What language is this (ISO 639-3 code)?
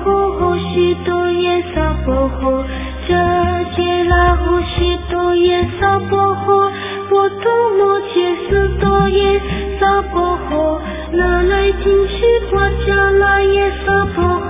zho